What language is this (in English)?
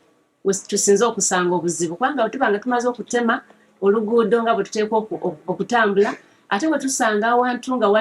Ganda